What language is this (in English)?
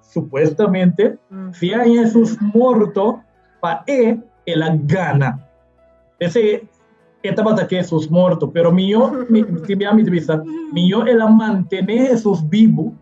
Papiamento